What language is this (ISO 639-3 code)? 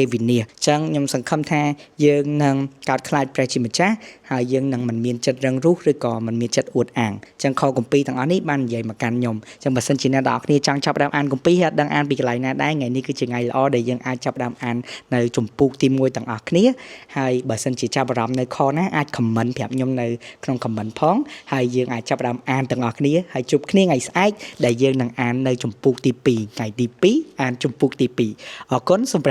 khm